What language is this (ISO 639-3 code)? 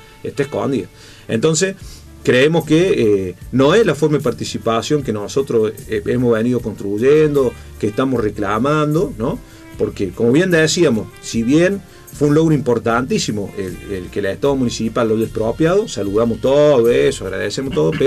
spa